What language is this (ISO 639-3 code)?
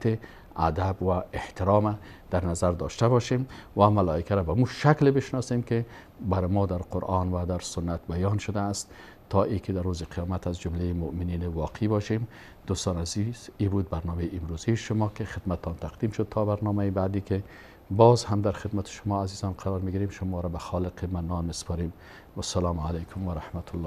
fas